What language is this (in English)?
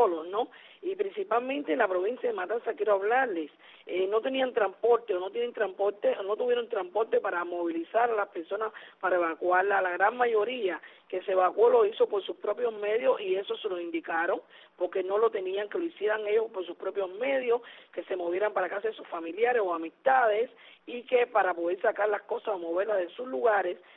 Spanish